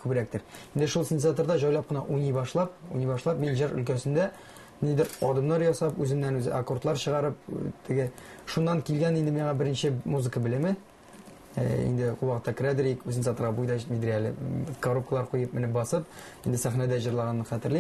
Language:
Tatar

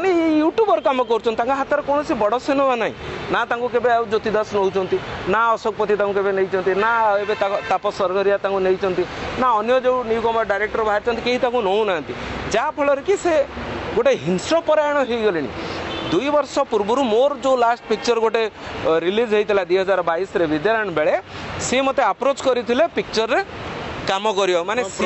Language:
Odia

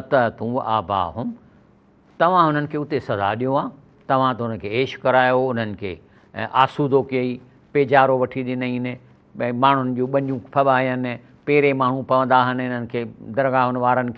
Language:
Sindhi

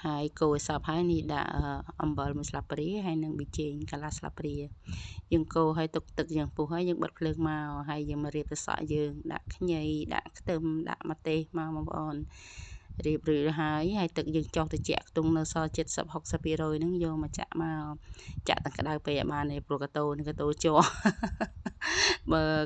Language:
Khmer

